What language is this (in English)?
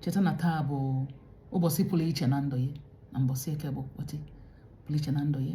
Igbo